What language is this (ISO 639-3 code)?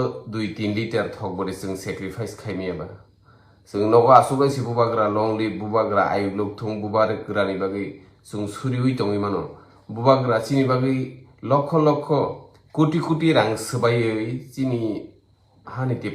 trp